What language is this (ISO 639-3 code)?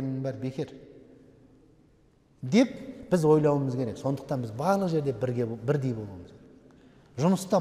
kaz